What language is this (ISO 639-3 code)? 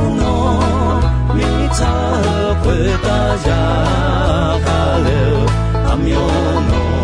ahk